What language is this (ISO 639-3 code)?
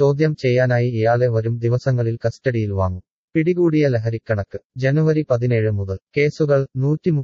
mal